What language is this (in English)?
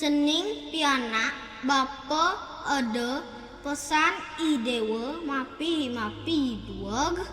Balinese